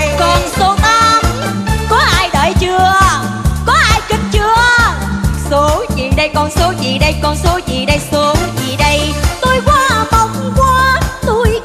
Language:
Vietnamese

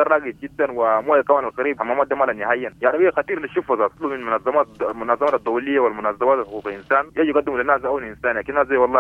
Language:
Sudanese Arabic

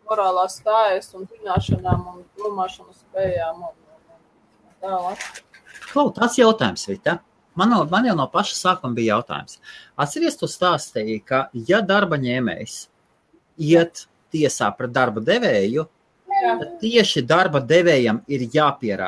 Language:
Latvian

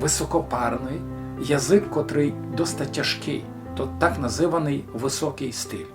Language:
Rusyn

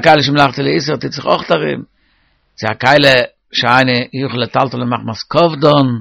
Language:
Yiddish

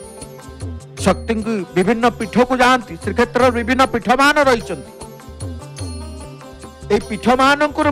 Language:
Odia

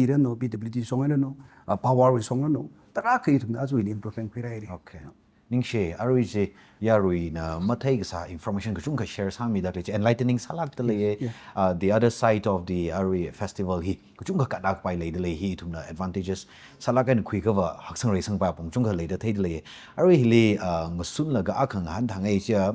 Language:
Tangkhul Naga (India)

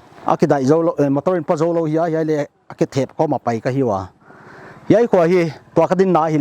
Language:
Paite Chin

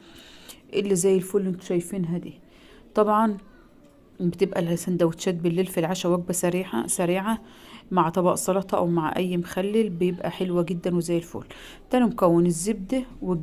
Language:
Egyptian Arabic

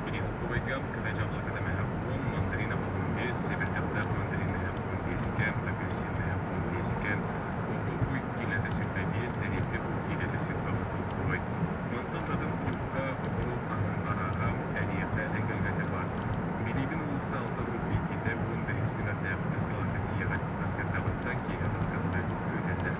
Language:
Yakut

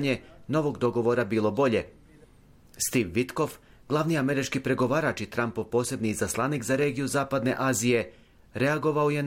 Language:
Bosnian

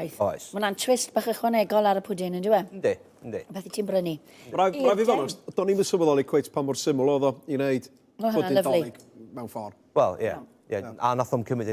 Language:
Welsh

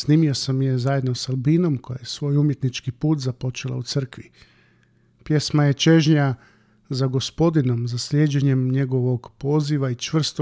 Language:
Croatian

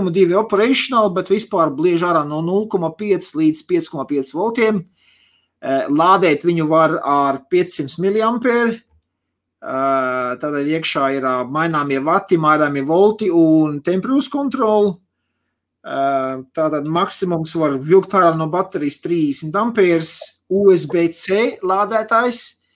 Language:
Latvian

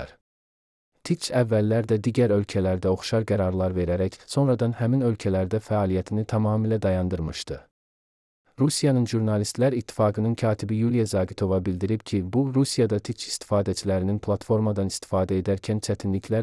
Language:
Azerbaijani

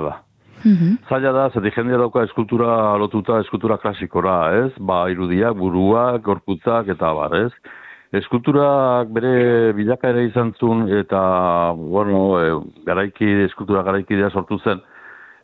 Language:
Basque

